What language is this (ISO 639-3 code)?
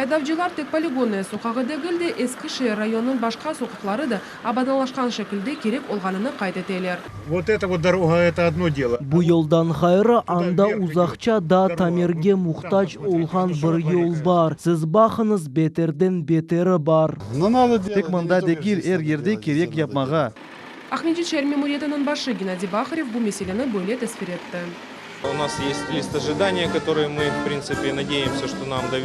crh